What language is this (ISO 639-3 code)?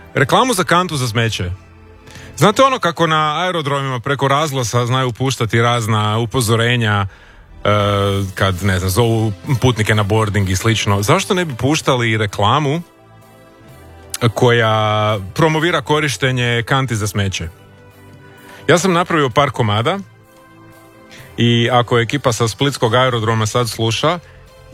hrv